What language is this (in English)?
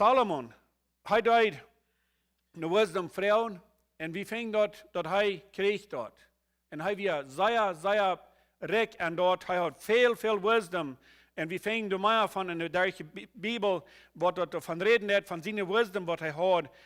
Plautdietsch